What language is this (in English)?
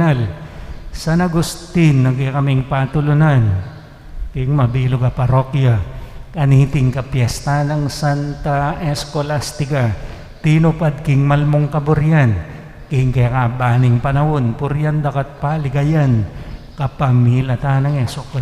Pampanga